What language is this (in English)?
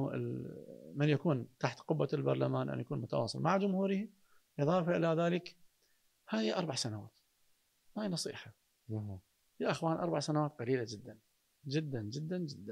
Mesopotamian Arabic